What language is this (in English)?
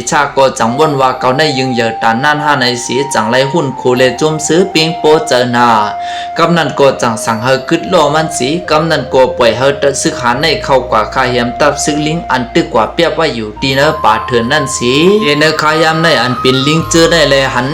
Shan